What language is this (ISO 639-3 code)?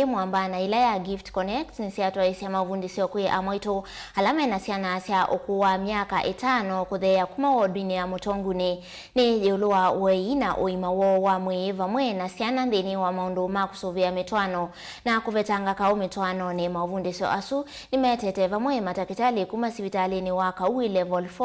kam